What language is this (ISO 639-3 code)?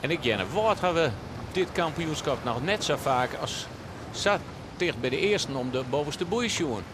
fry